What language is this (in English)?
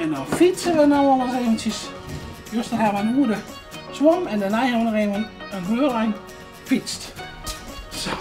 Western Frisian